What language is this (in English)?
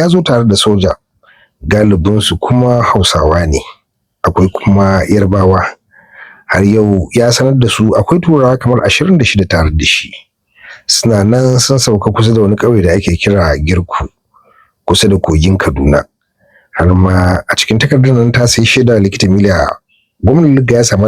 Hausa